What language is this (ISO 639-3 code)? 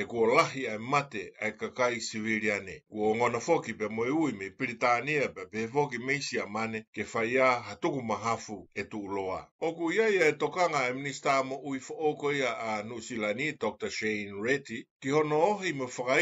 ton